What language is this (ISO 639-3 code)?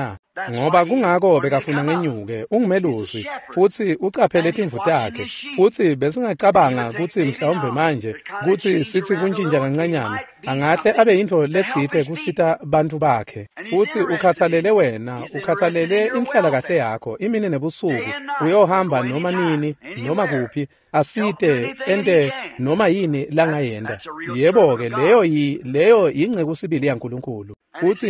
ssw